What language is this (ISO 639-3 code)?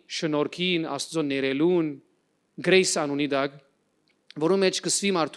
hyw